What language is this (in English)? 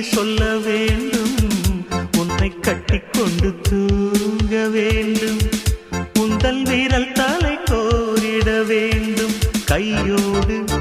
Tamil